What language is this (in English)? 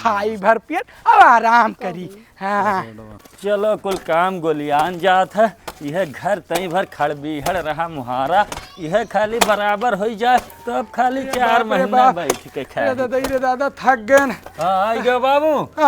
Awadhi